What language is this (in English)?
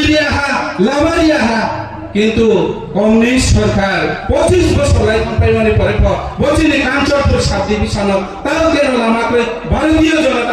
Riang (India)